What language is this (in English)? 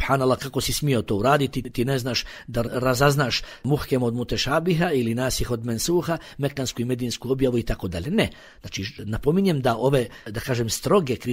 Bosnian